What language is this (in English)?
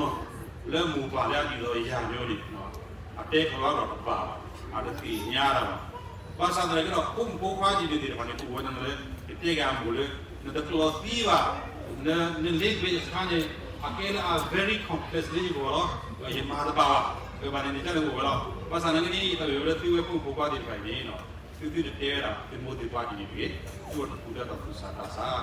S'gaw Karen